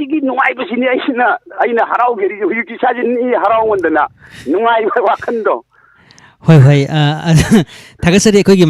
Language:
Manipuri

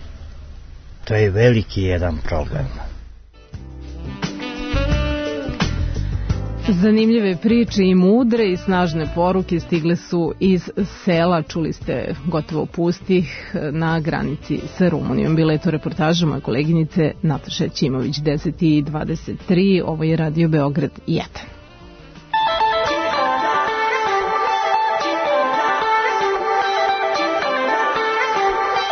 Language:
Serbian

